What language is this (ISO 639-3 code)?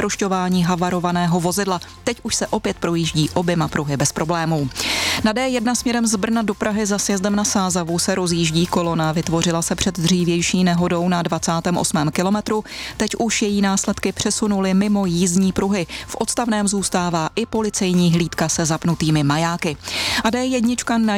ces